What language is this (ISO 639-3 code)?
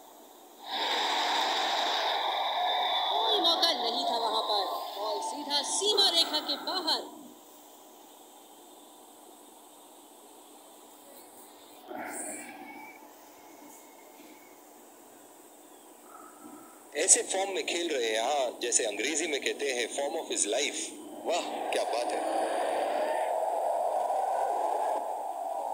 hin